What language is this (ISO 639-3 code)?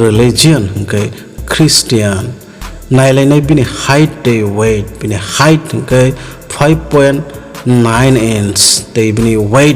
trp